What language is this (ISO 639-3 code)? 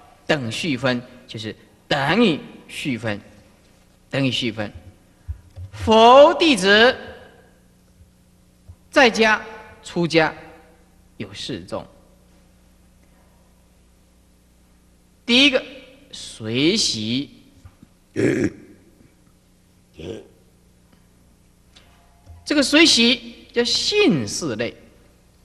zho